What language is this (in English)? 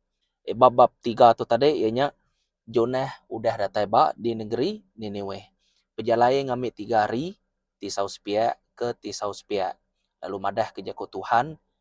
Iban